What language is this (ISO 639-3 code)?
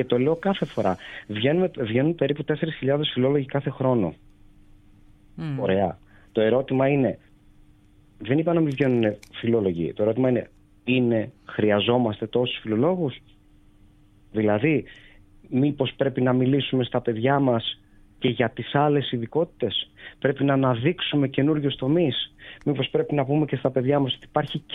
ell